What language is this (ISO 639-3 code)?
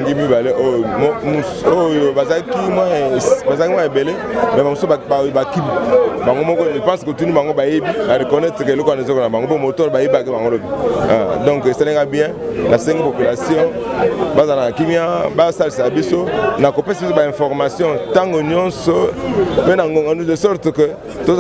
lin